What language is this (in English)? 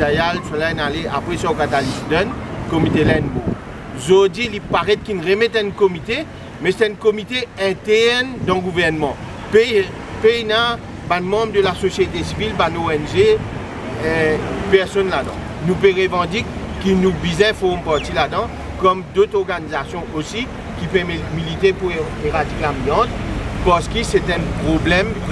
Morisyen